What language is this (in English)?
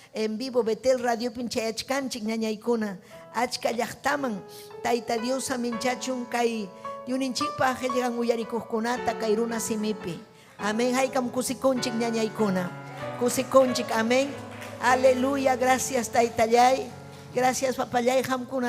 Ayacucho Quechua